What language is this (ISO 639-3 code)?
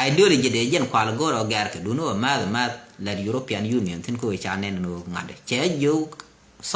nus